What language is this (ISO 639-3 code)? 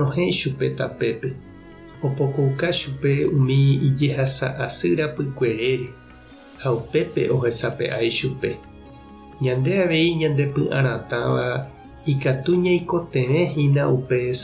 grn